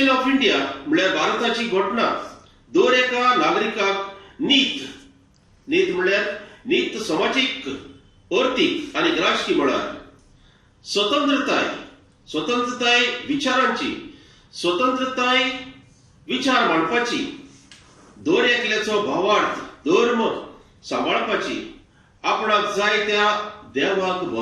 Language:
Konkani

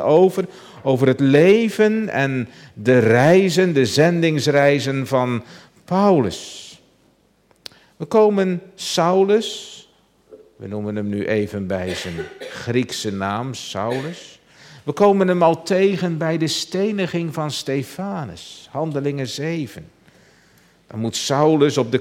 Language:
Dutch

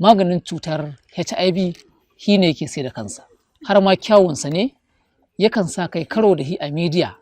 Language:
Hausa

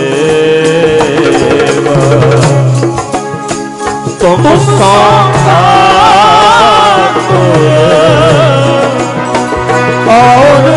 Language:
Punjabi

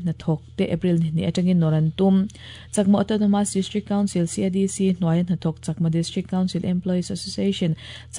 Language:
Mizo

